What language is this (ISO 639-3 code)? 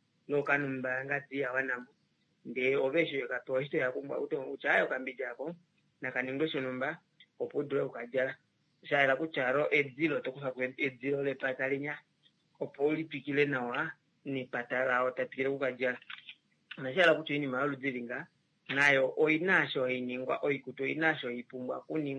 kua